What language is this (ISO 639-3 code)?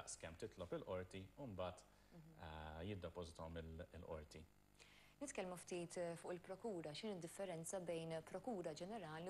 mlt